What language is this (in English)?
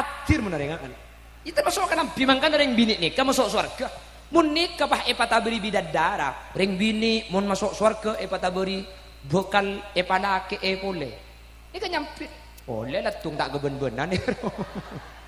Madurese